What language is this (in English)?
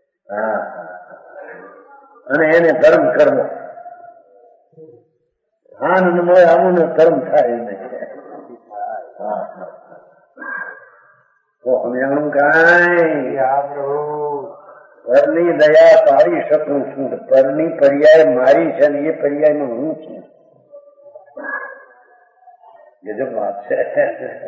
Gujarati